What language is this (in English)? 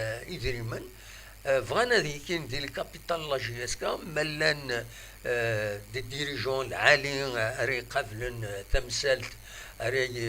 Kabyle